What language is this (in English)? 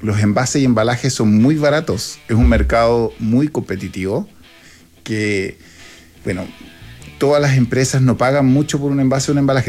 Spanish